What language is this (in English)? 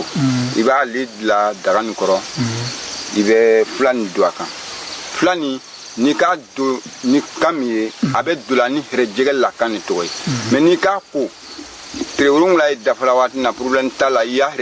Bambara